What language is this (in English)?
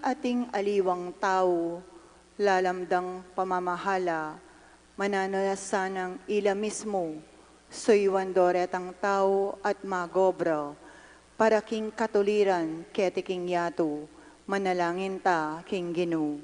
Pampanga